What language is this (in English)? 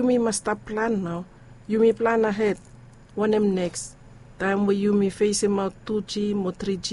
Bislama